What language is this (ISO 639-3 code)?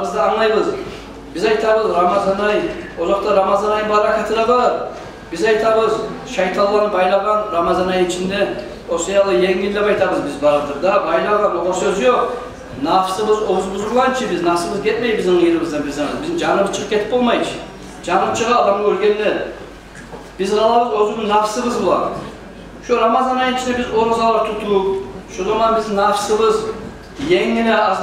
kum